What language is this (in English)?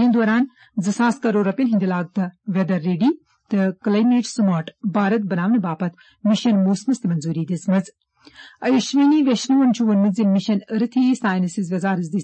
Kashmiri